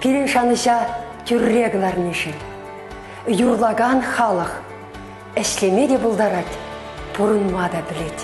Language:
Chuvash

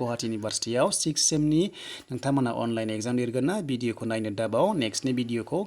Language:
Bodo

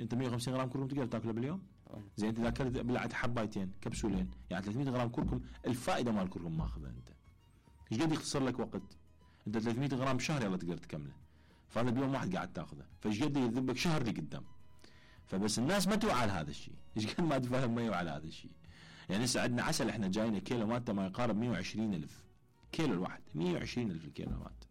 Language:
Mesopotamian Arabic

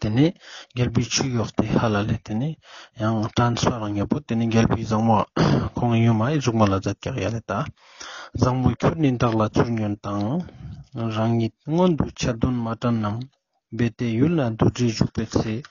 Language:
Ladakhi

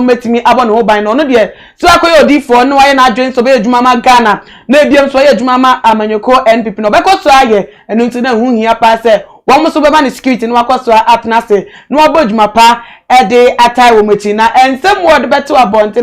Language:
Akan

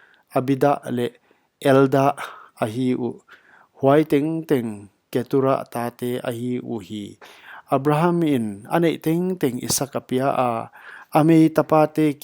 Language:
Paite Chin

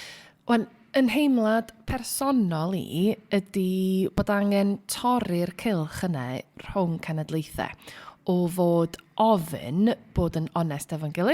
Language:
Welsh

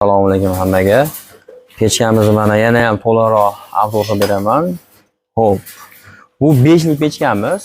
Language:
Uzbek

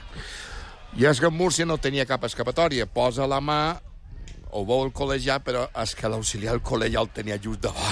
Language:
Catalan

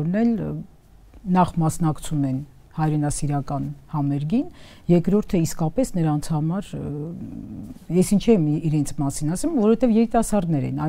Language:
Armenian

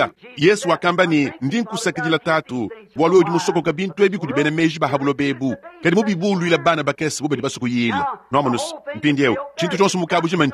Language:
Luba-Lulua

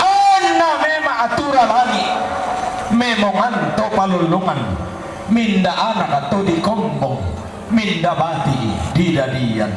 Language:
Toraja-Sa'dan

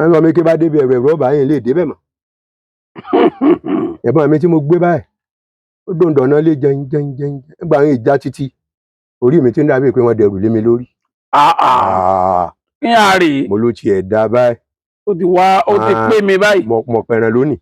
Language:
Yoruba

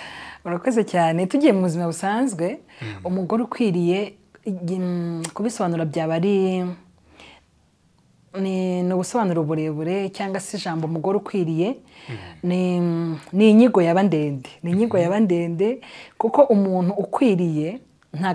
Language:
Kinyarwanda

